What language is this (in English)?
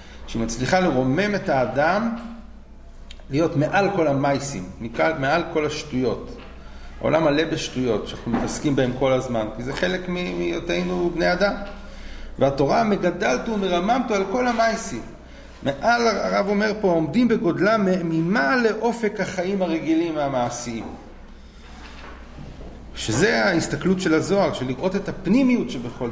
Hebrew